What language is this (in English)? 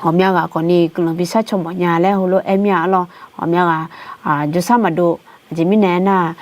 Akha